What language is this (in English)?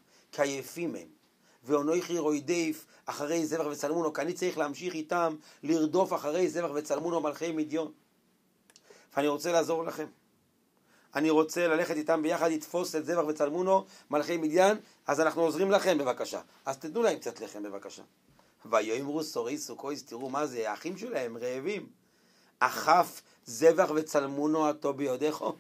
Hebrew